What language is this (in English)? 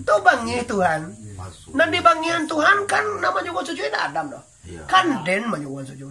Minangkabau